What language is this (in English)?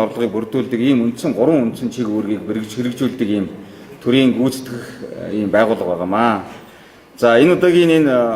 Mongolian